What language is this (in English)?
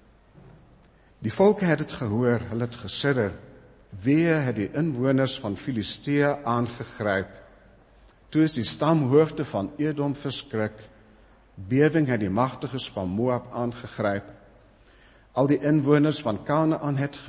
Afrikaans